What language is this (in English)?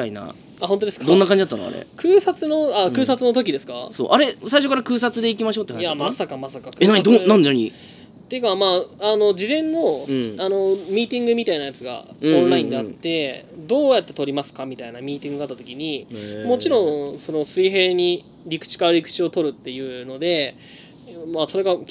Japanese